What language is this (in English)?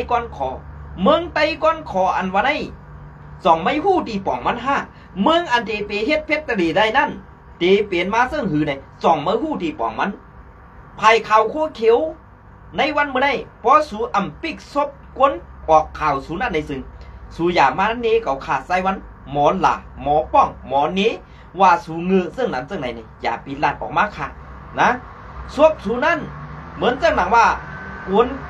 Shan